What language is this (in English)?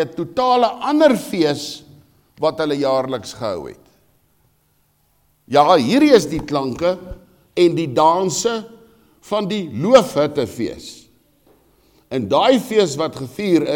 Afrikaans